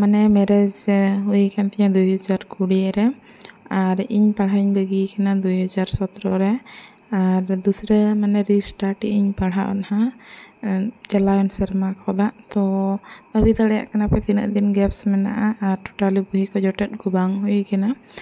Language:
Santali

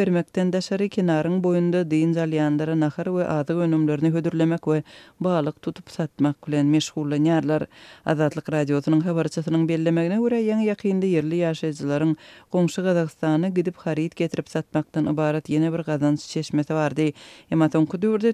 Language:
Turkmen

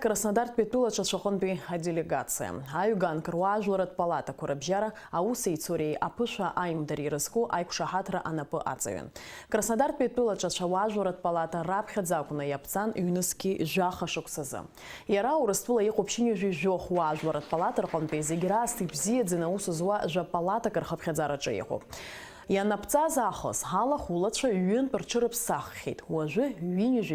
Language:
Abkhazian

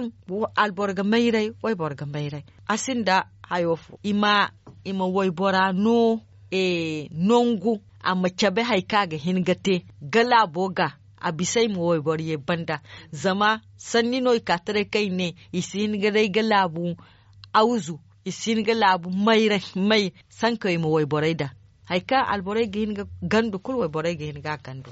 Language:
Zarma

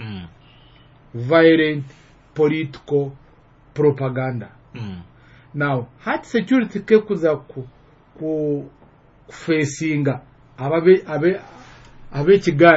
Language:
Nyoro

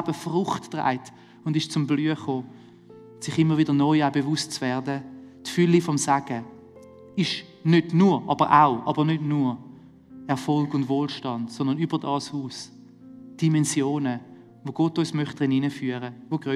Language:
Swiss German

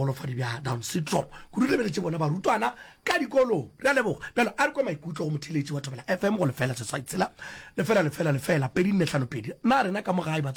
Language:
Northern Sotho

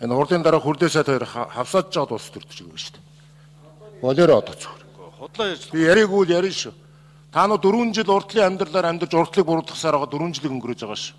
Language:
Mongolian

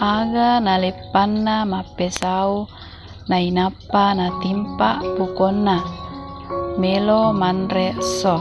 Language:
Buginese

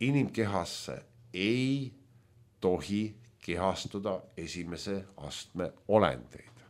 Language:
Estonian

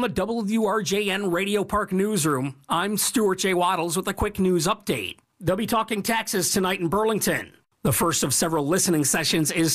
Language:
English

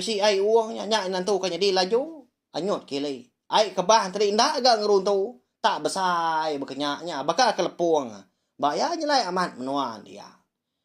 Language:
Iban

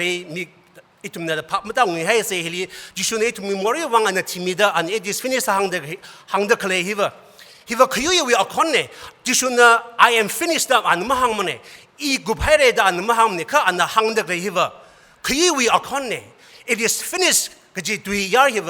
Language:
Tangkhul Naga (India)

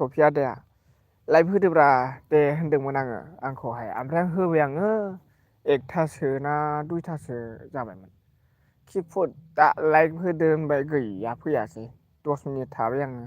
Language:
Bodo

